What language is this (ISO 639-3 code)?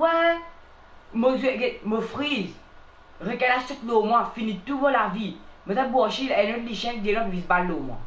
mfe